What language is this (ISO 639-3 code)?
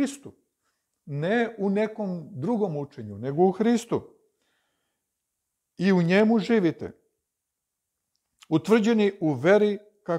srp